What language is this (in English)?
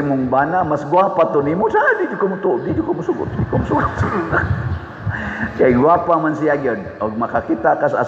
Cebuano